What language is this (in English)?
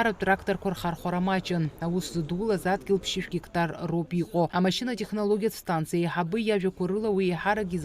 Abkhazian